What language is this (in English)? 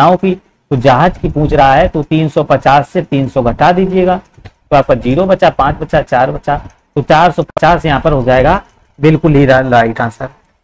Hindi